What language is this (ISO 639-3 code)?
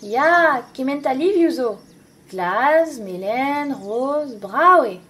bre